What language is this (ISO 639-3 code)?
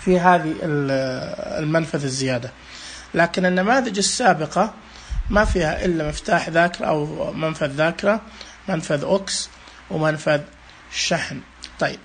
ars